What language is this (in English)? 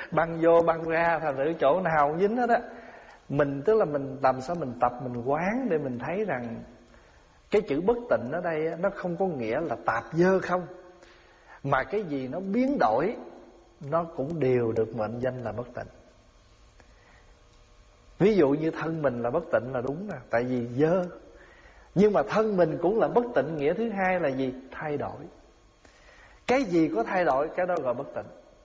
Vietnamese